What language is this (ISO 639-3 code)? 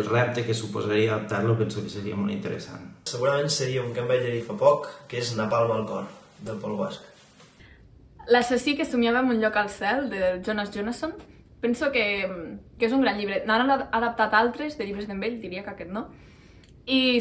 cat